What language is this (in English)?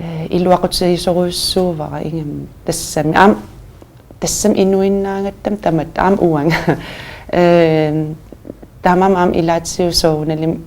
Kalaallisut